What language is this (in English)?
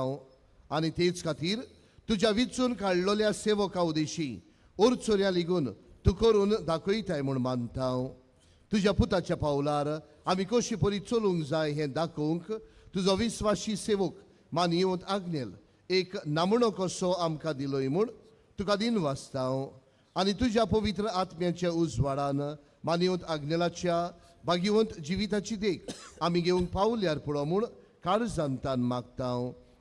Konkani